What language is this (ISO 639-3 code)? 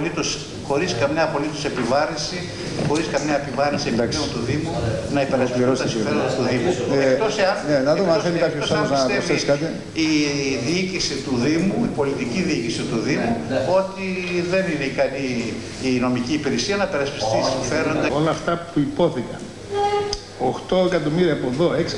ell